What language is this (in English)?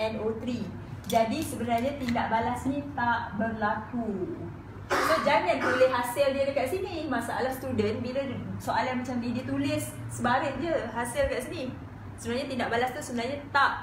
Malay